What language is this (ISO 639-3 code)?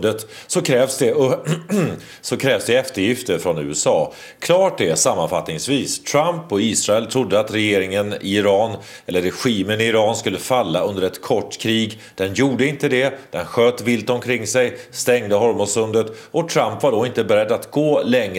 swe